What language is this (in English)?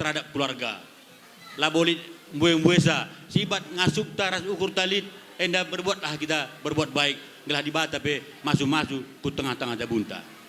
Batak Karo